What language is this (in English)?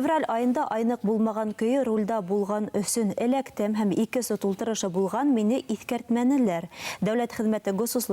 Bashkir